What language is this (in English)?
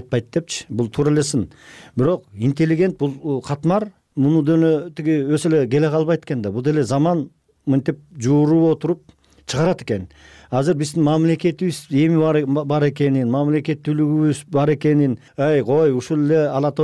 Kyrgyz